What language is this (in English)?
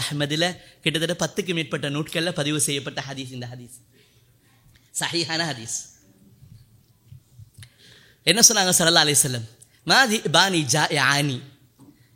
Tamil